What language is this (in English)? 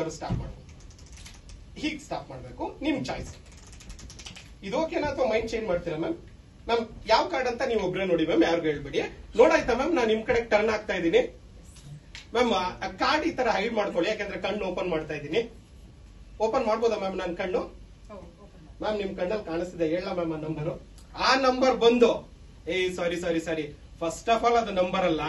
Kannada